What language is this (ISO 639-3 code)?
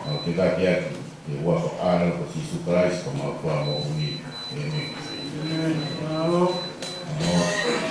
ton